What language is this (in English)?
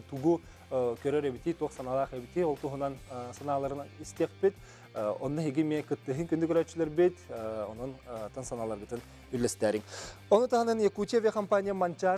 Yakut